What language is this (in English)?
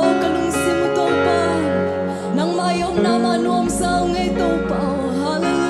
Tedim Chin